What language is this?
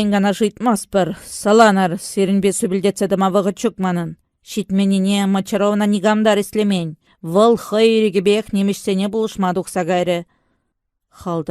Chuvash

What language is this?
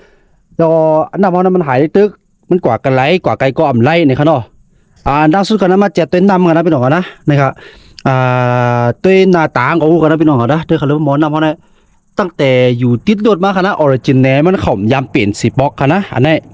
Shan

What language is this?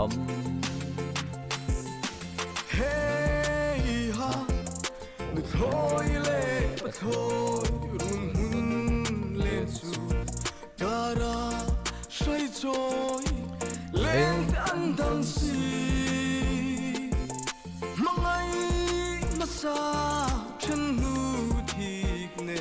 Vietnamese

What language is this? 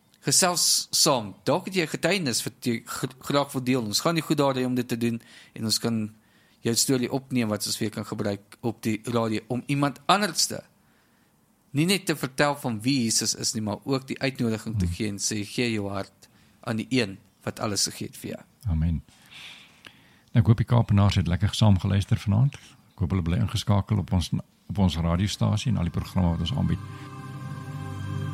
Afrikaans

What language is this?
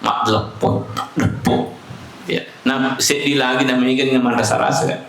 Buginese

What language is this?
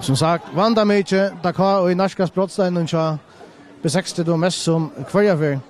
Faroese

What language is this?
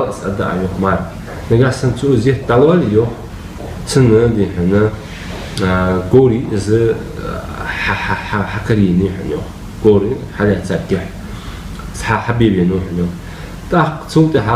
Ingush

